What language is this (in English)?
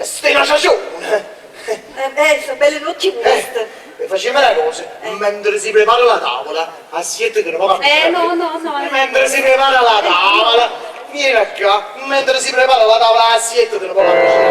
Neapolitan